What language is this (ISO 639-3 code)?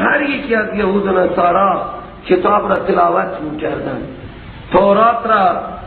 fas